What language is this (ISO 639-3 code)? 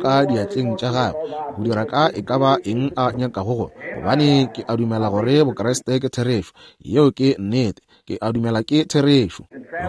nso